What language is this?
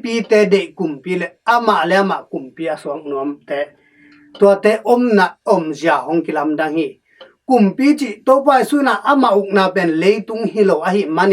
Tedim Chin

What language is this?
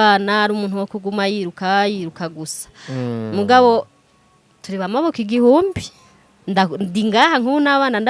Rundi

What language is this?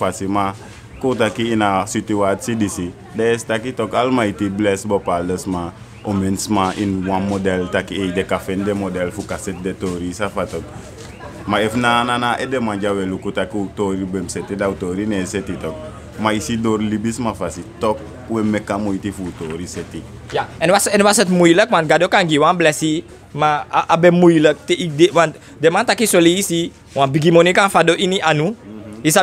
Sranan Tongo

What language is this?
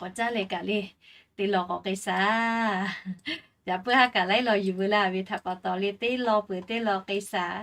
Lahu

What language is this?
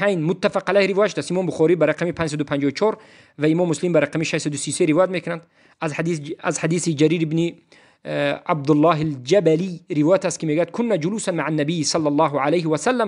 Tajik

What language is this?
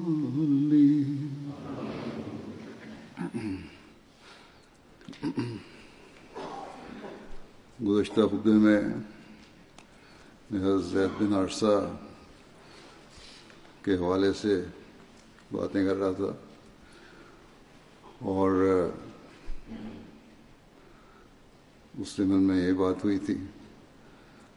Urdu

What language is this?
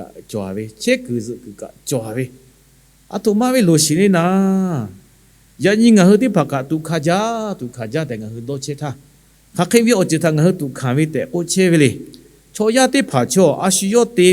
Lahu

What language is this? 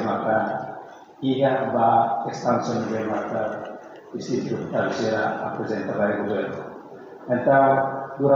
Tetum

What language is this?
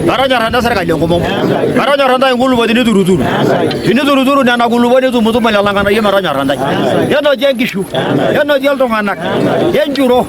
Masai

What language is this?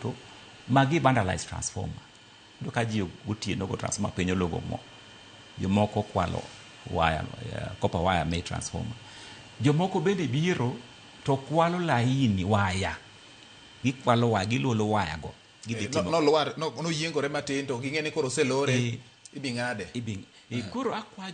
Luo (Kenya and Tanzania)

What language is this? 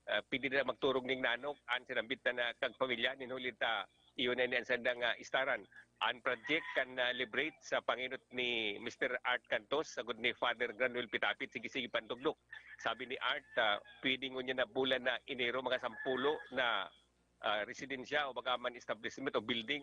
Bikol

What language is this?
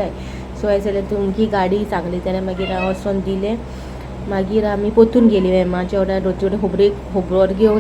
Konkani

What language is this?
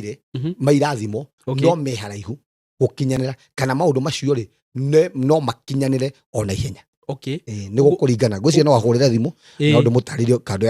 Kikuyu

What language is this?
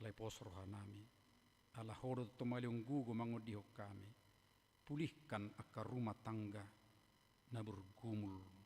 Batak Toba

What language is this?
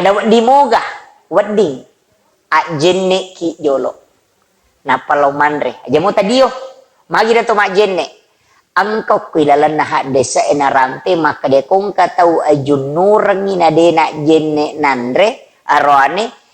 Buginese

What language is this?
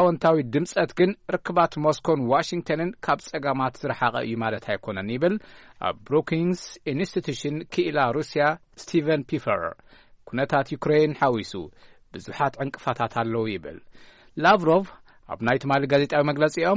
Tigrinya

